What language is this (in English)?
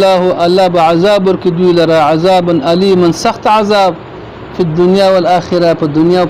Pashto